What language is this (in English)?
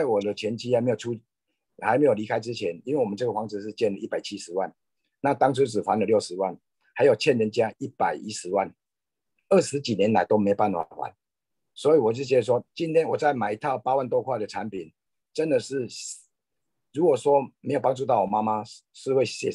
Chinese